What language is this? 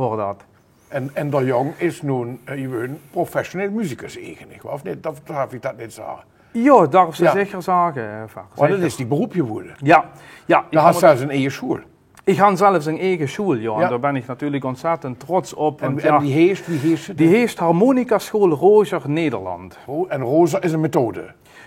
Limburgish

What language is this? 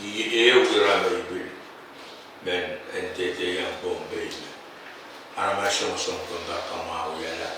Pohnpeian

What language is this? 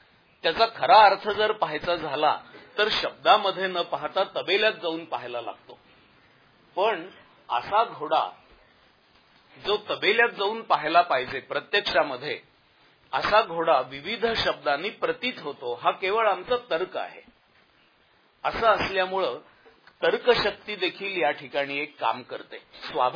Marathi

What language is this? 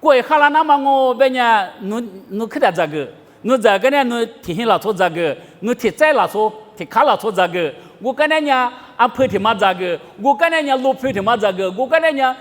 Lisu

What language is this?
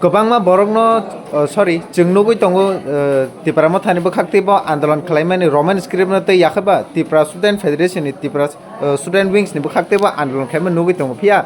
Kok Borok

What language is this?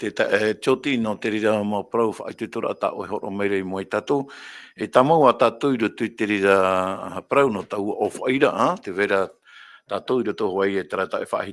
Tahitian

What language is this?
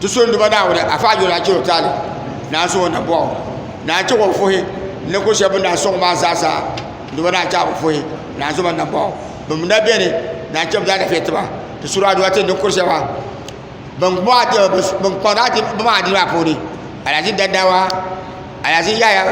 Dagbani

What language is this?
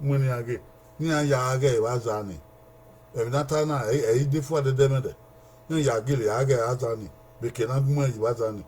Bini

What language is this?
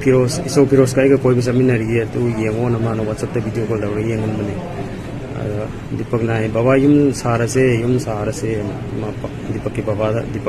Manipuri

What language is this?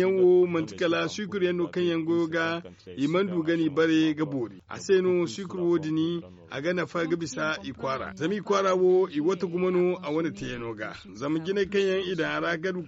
Zarma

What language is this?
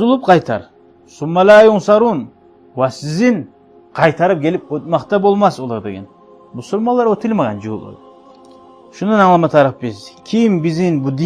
Kumyk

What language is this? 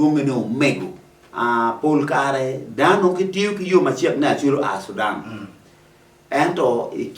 Acoli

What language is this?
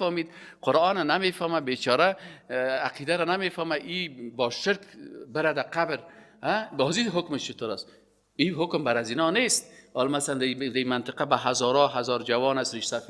Persian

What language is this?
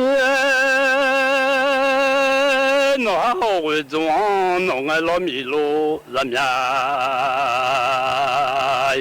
Akha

